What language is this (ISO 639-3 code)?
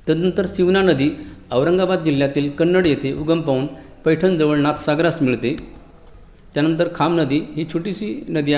mar